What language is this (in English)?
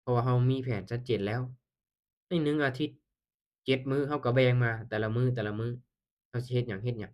Lao